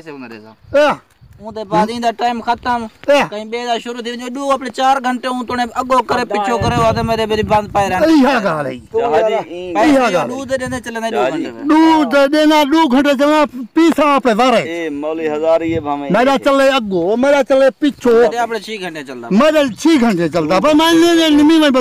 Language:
Saraiki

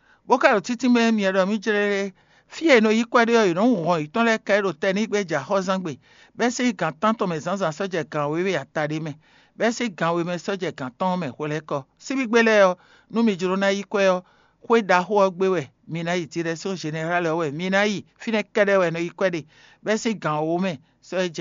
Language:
Fon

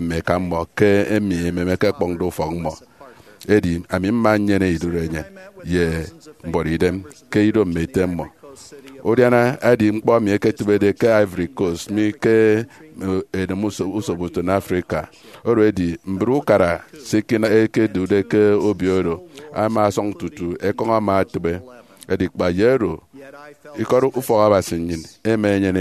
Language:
Efik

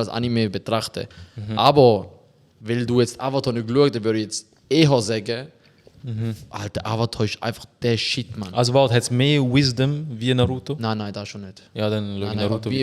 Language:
Swiss German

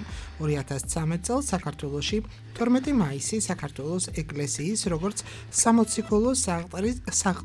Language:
Georgian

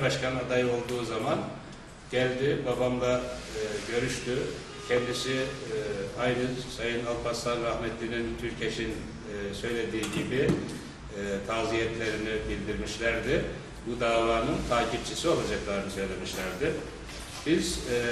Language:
Turkish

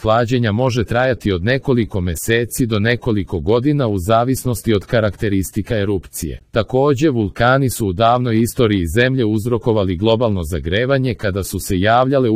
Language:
Serbian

